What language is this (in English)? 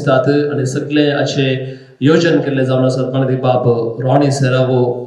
Konkani